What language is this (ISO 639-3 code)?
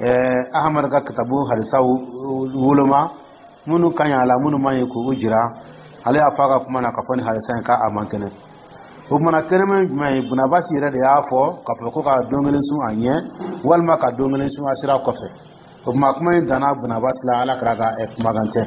dyu